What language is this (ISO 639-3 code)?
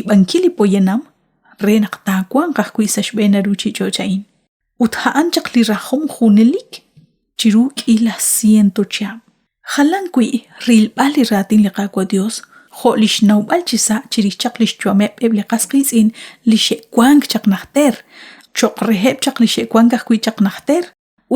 kek